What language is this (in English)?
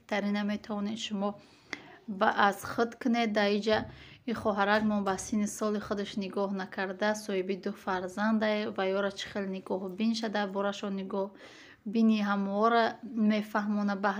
Tajik